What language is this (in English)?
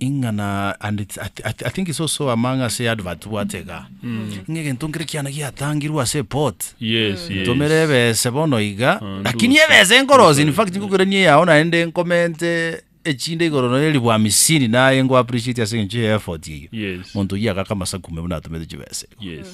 Gusii